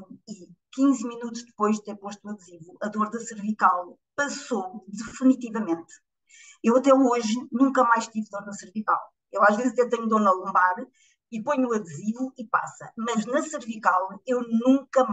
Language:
Portuguese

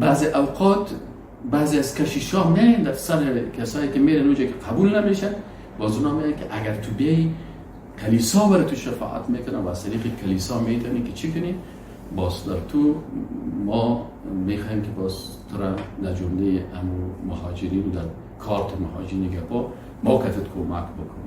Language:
Persian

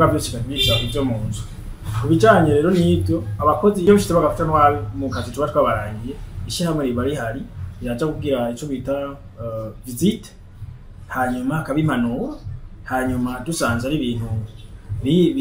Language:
Rundi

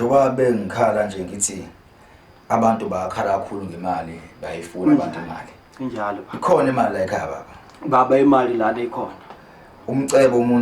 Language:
Zulu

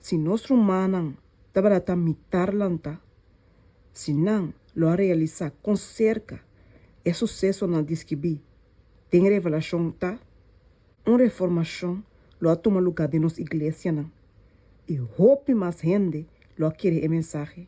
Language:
Papiamento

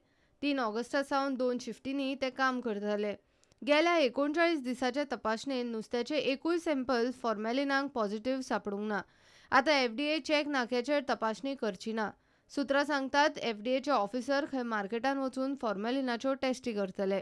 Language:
Konkani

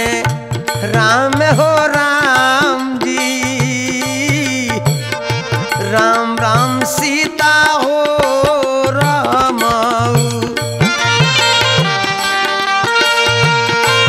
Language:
Bhojpuri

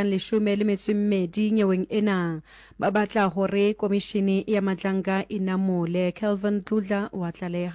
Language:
Southern Sotho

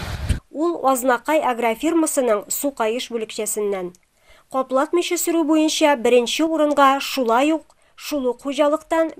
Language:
Tatar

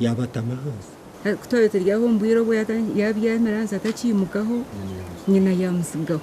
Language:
Nyankole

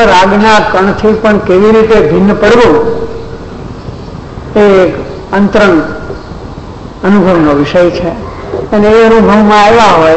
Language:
Gujarati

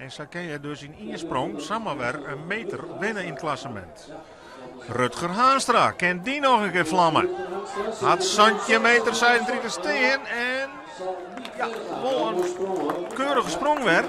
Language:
Western Frisian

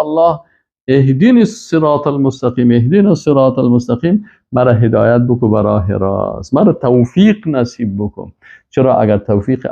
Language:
Persian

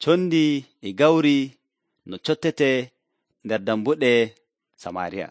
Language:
Nigerian Fulfulde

